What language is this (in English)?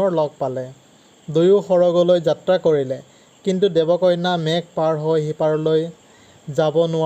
Assamese